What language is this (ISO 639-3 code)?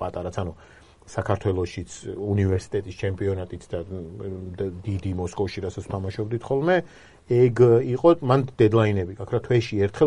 kat